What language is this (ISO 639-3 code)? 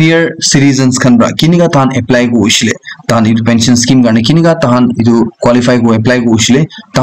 nag